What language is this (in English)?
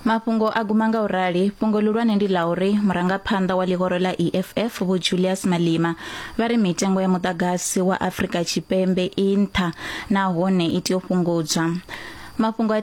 Venda